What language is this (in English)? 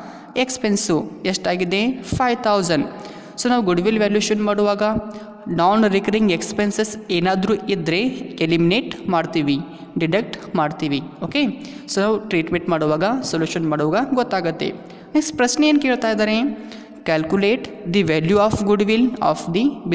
Kannada